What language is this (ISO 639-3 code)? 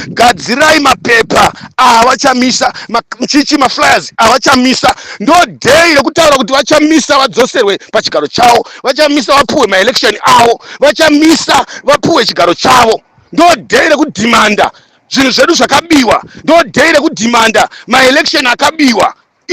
sna